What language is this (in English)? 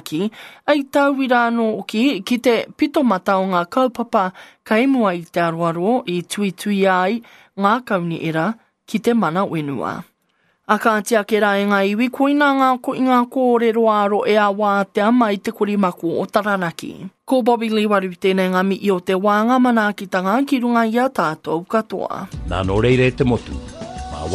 Māori